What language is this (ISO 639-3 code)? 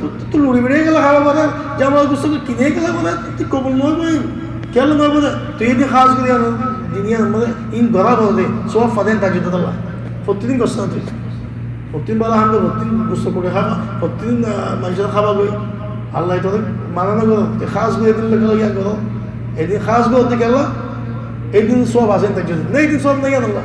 rhg